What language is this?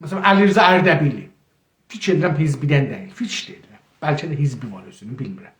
South Azerbaijani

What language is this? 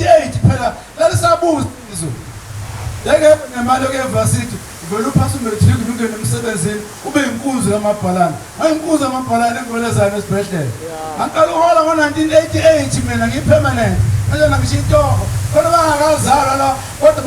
Zulu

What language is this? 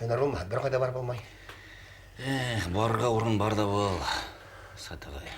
Bashkir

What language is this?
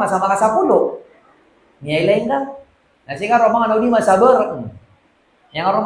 Maranao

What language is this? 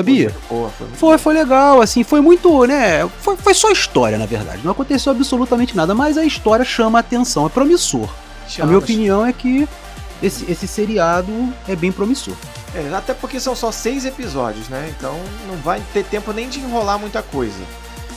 Portuguese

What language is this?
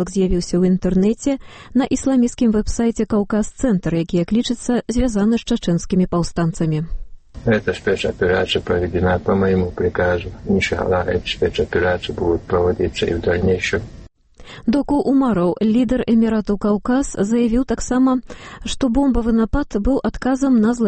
Belarusian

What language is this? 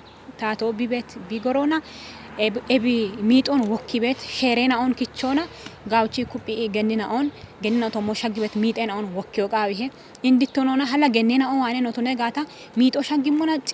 Kafa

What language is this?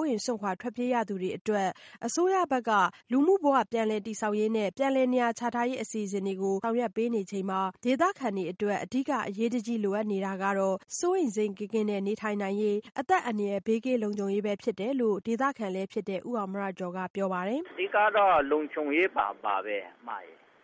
Burmese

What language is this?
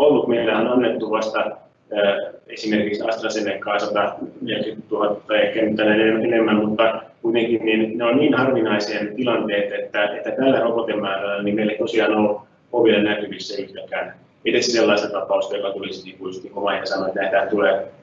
Finnish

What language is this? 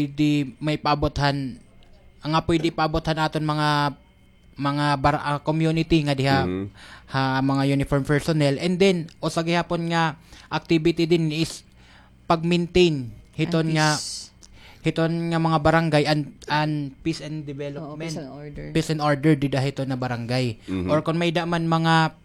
Waray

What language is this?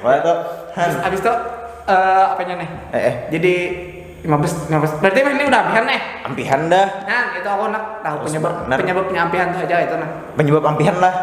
Banjar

